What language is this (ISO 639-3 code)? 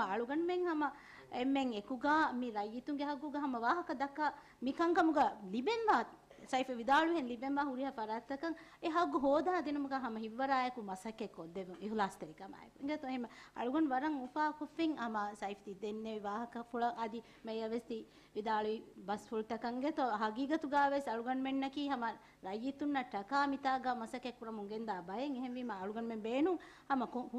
div